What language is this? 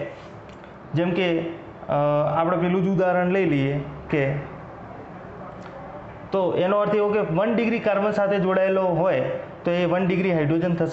Gujarati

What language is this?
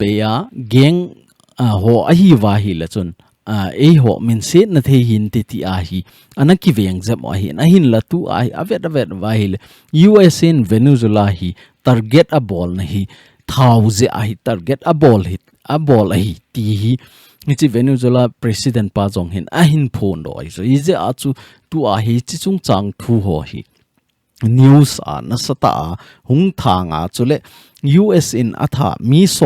Thado Chin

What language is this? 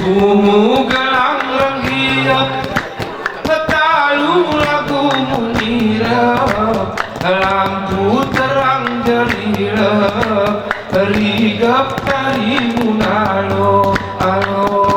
Gayo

